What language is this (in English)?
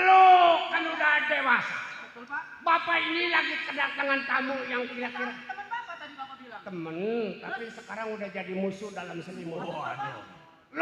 Betawi